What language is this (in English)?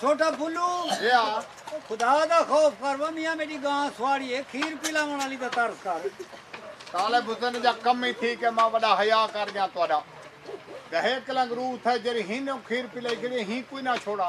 Saraiki